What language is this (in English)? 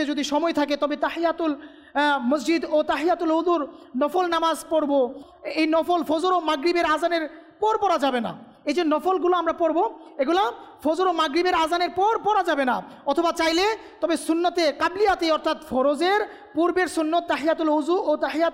Bangla